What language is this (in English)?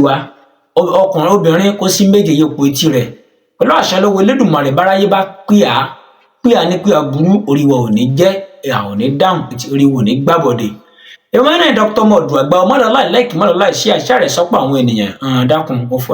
Yoruba